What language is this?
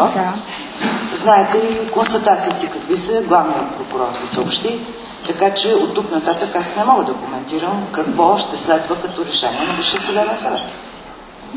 Bulgarian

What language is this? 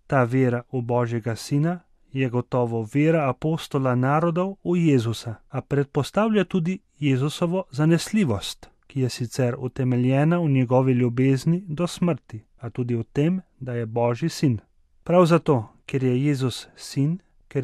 Slovenian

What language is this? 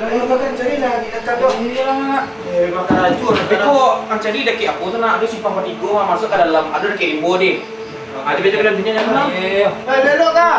Minangkabau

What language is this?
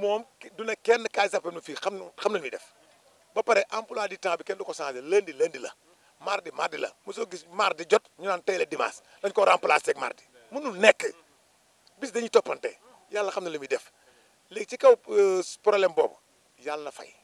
Wolof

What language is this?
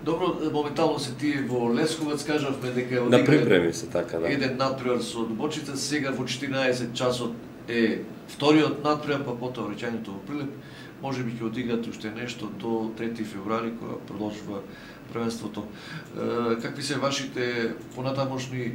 Macedonian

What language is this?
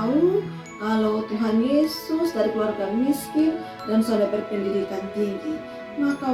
Kupang Malay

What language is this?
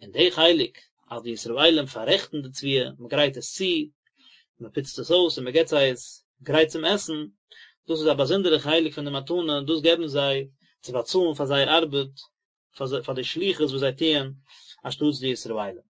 Yiddish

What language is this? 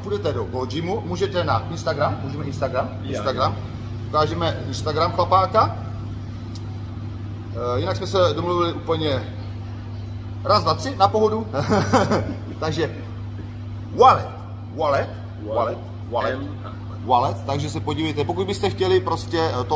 Czech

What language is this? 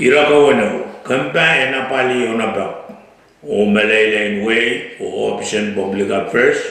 Pohnpeian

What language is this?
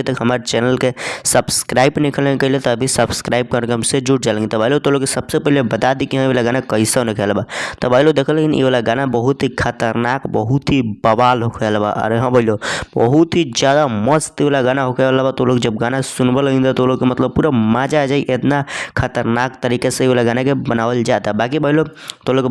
Bhojpuri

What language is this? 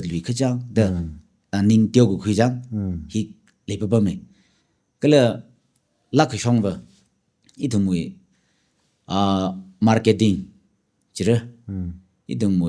Tangkhul Naga (India)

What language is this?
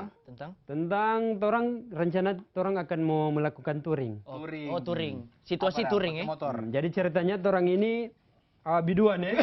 Manado Malay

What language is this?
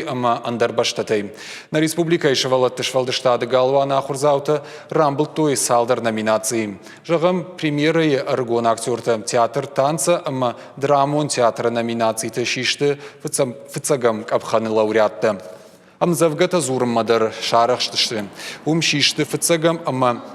Ossetic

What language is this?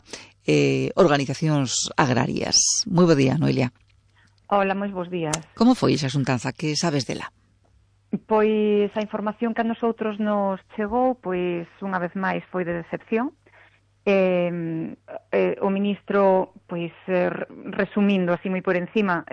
Galician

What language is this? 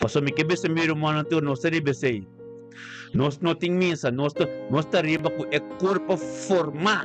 Papiamento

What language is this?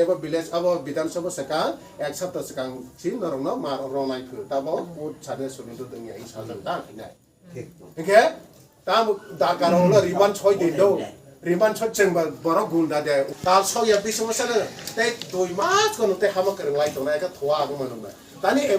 Kok Borok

